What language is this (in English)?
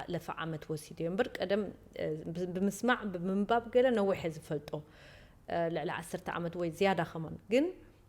Tigrinya